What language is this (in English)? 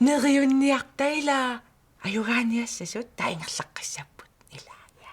Kalaallisut